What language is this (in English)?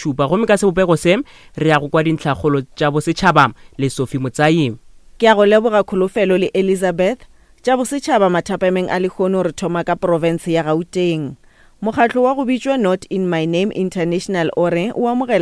Northern Sotho